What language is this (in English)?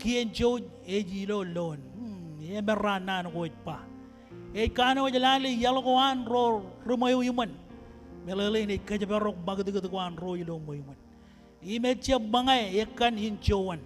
Marshallese